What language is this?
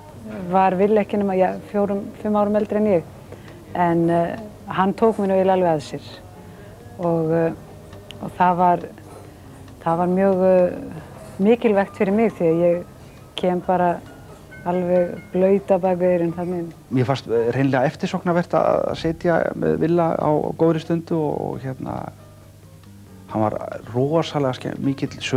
Icelandic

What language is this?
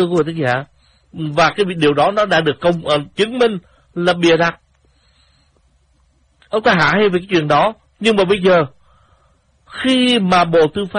Vietnamese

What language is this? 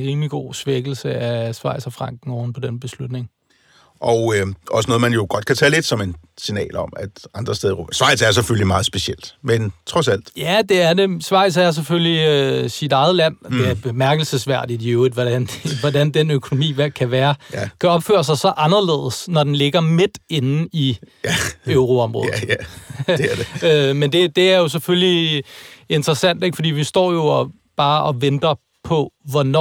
Danish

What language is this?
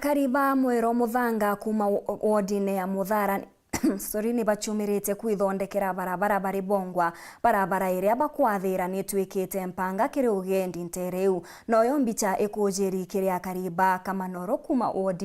Meru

